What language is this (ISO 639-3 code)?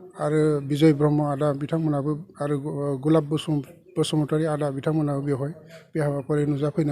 brx